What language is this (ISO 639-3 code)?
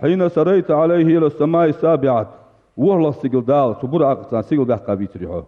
inh